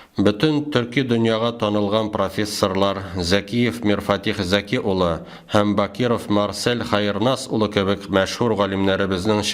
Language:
Tatar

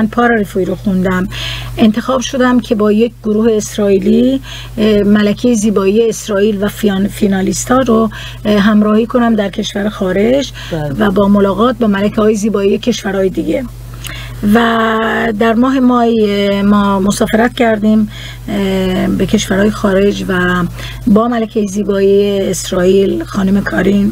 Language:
Persian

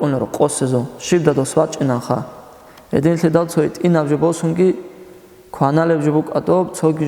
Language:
Avaric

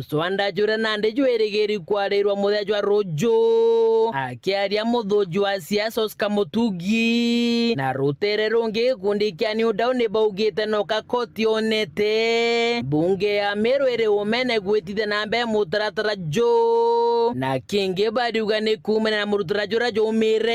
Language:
Meru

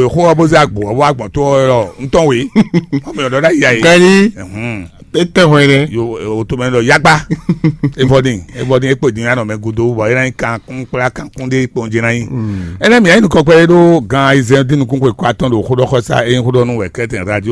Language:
Fon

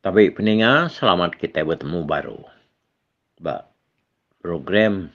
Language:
Iban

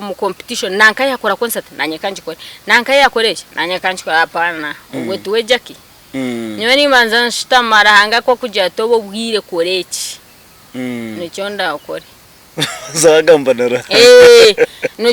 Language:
Nyankole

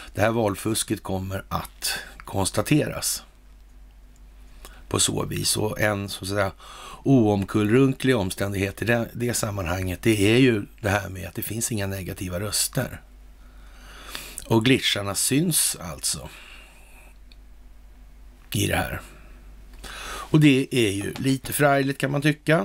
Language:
Swedish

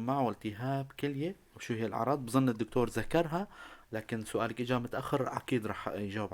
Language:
North Levantine Arabic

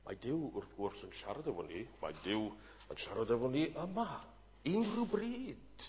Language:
Welsh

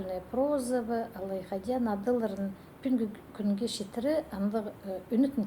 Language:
Khakas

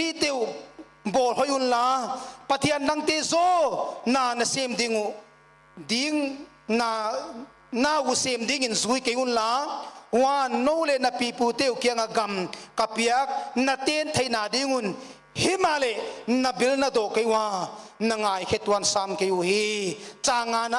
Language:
Paite Chin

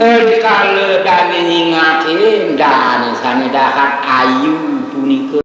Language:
Balinese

